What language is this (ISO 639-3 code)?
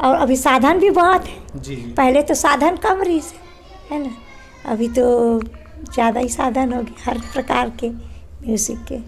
hne